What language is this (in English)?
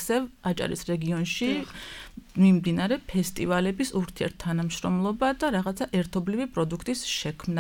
Georgian